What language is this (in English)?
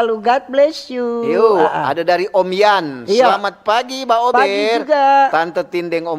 Manado Malay